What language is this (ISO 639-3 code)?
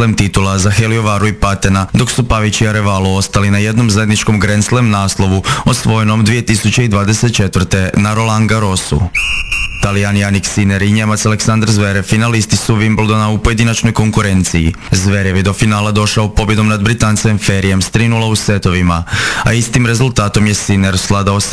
hrv